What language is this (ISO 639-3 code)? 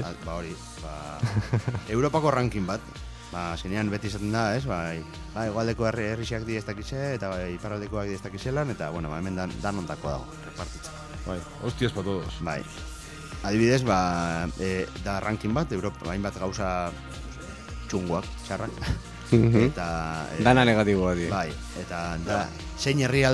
eus